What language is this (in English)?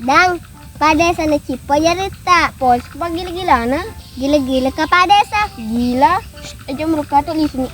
Buginese